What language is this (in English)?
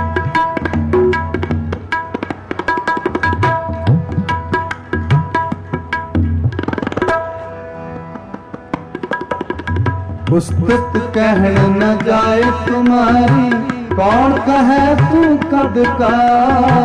Hindi